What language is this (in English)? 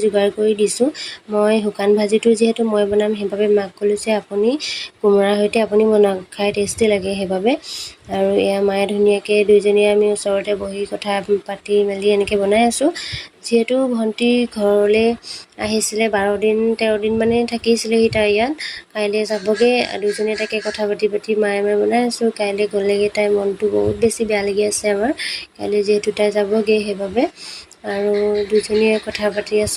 Assamese